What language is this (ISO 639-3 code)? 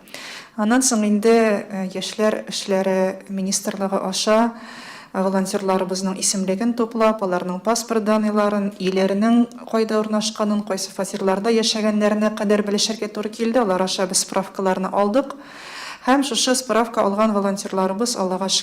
tat